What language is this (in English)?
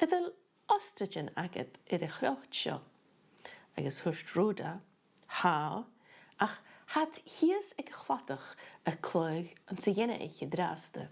Scottish Gaelic